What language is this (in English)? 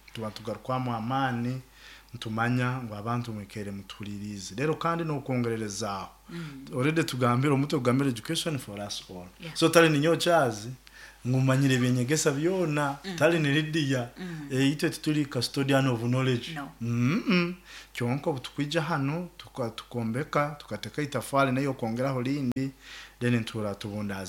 Nyoro